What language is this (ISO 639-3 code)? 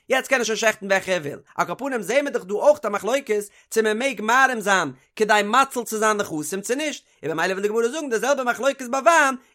yid